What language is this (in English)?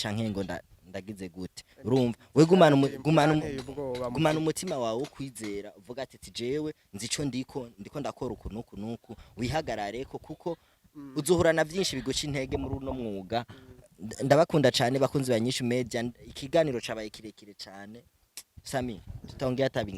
Rundi